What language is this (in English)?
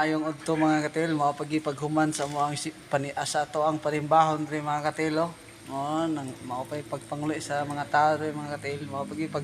Cebuano